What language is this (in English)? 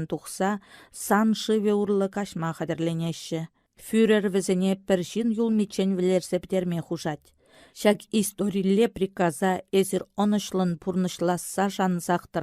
Chuvash